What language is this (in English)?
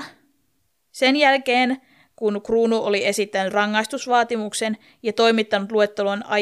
Finnish